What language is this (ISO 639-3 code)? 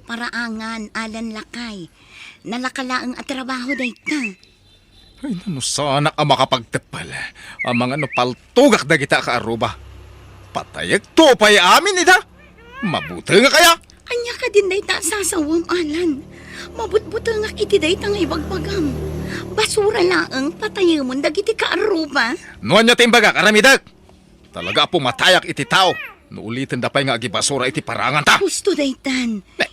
ilo